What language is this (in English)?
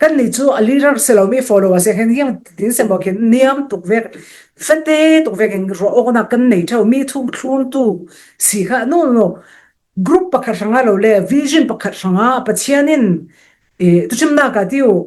Falam Chin